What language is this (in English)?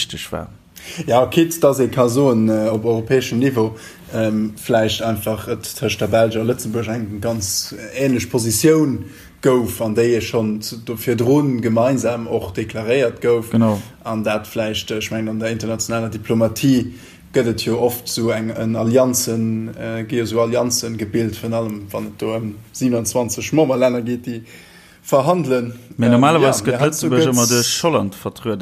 Luxembourgish